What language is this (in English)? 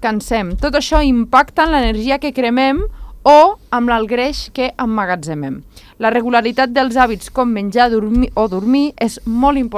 Catalan